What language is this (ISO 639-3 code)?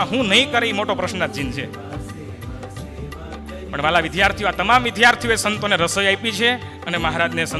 guj